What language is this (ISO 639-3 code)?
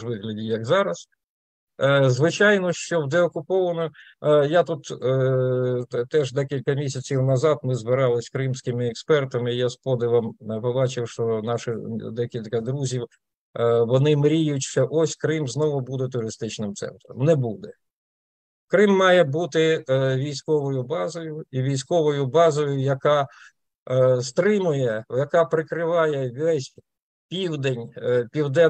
ukr